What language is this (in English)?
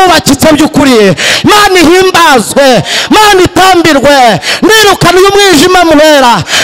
Kinyarwanda